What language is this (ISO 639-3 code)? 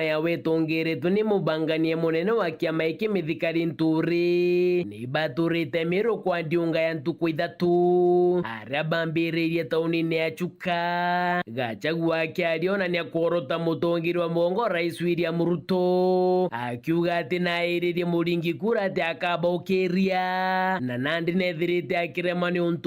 mer